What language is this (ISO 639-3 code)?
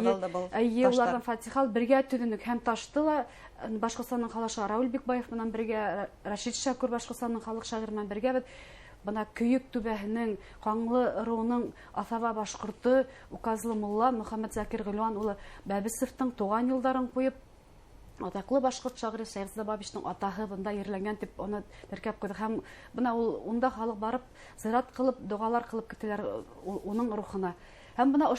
bak